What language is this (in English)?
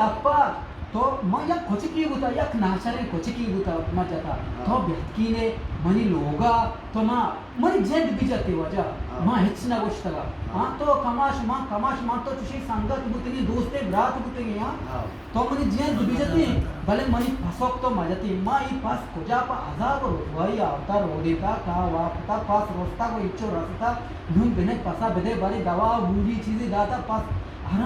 Eastern Balochi